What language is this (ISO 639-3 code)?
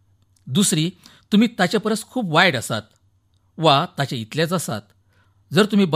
kok